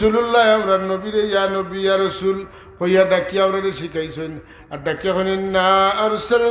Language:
Sylheti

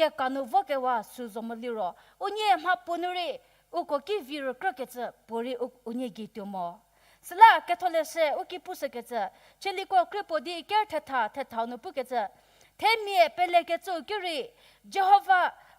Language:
Angami Naga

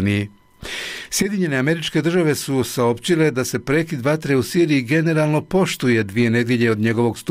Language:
Bosnian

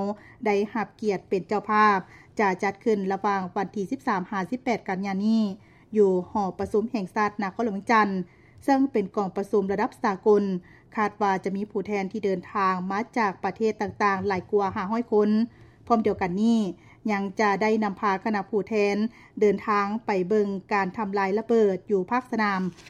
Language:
Lao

